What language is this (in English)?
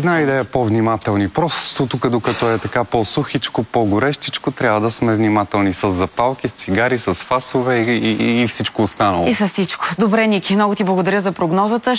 Bulgarian